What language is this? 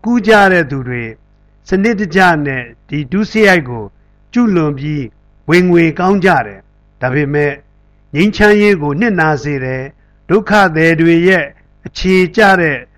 Burmese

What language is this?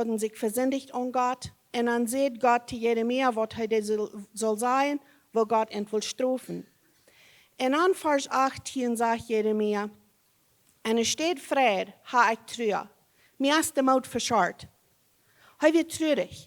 Plautdietsch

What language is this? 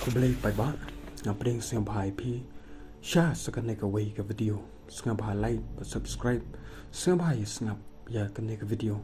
Khasi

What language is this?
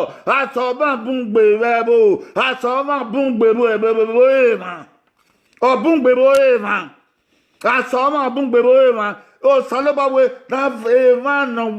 Bini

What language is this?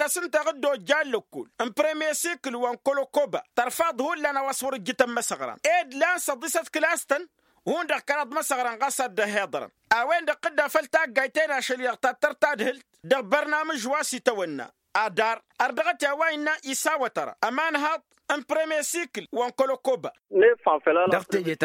Tamasheq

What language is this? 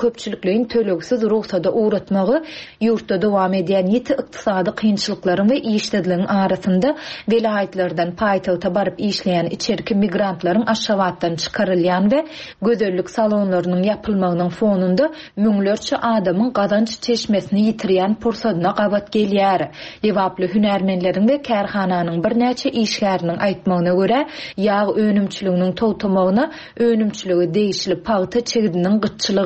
Turkmen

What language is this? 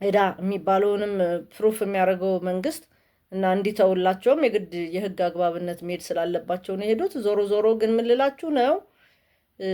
Amharic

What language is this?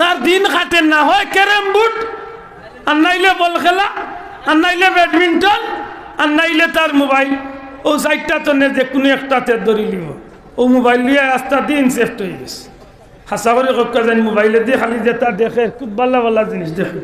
Sylheti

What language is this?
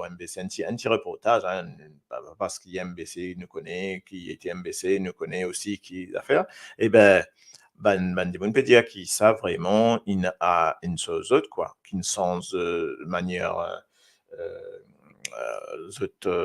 Morisyen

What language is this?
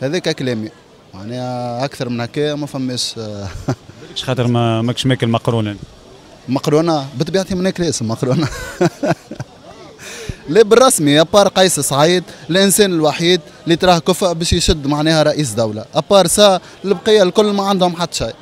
Tunisian Arabic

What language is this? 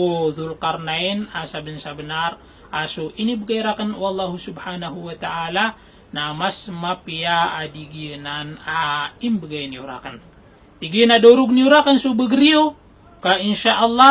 Maranao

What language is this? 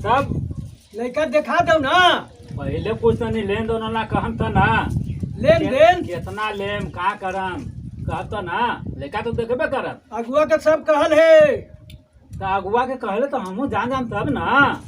Magahi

